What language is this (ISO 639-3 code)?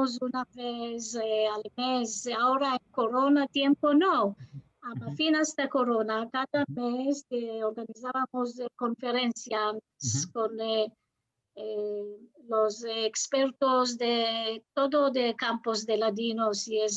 lad